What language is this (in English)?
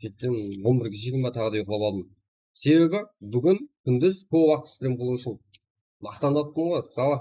Kara-Kalpak